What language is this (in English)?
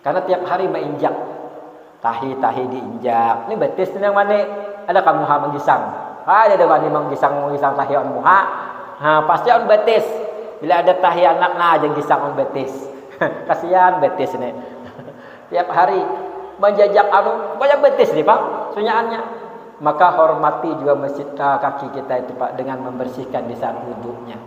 Banjar